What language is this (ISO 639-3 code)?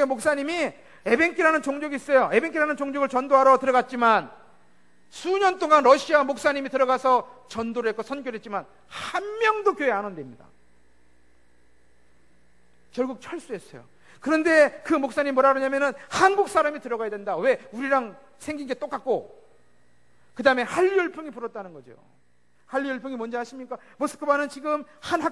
kor